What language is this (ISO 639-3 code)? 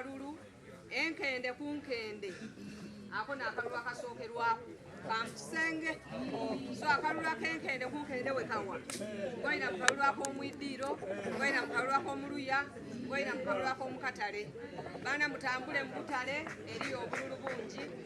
xog